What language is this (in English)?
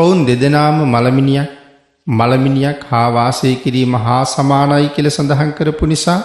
Sinhala